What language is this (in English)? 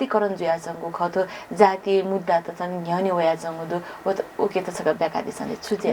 Newari